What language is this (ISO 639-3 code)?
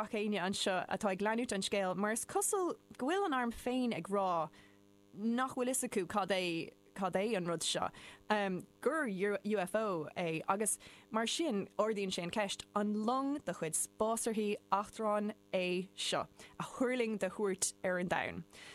gle